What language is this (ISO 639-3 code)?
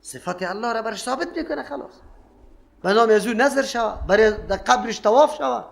fas